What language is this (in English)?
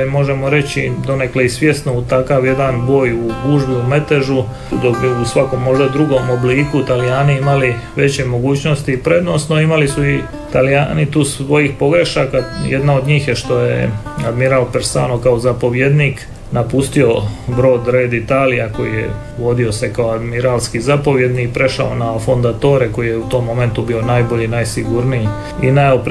Croatian